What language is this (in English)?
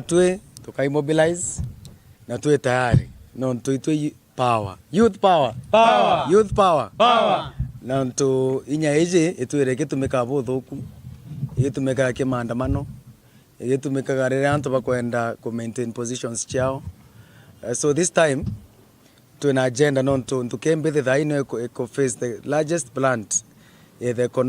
Meru